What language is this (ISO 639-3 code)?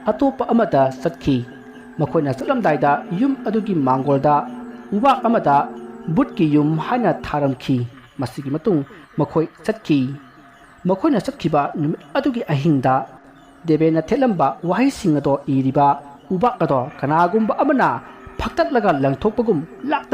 mni